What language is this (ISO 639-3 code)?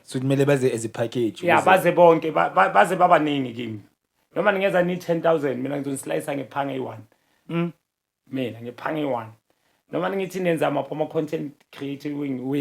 zul